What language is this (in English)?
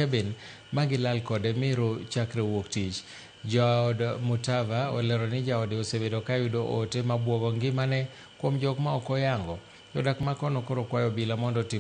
Luo (Kenya and Tanzania)